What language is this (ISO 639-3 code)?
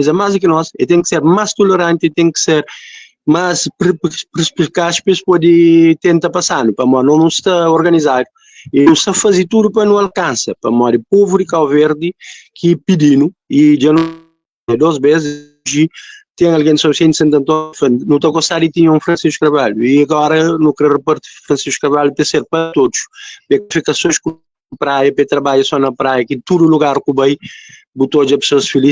kea